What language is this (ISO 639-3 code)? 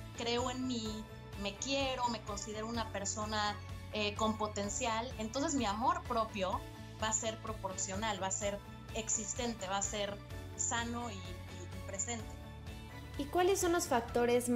spa